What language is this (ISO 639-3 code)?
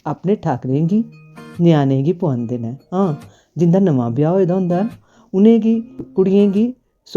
doi